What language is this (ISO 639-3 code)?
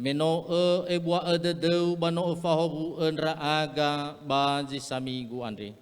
nia